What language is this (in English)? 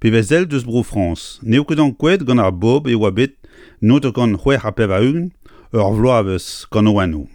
Breton